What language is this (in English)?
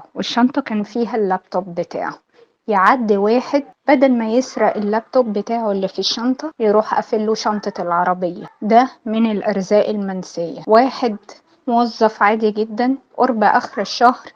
Egyptian Arabic